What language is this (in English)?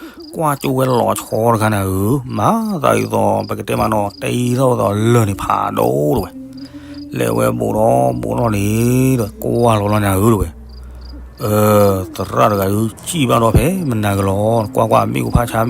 S'gaw Karen